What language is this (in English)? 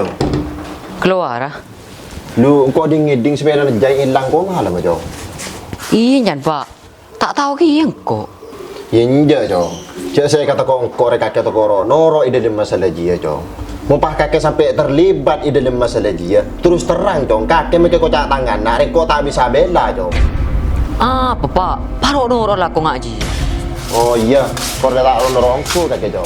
Madurese